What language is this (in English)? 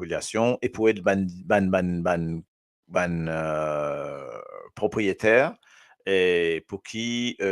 Morisyen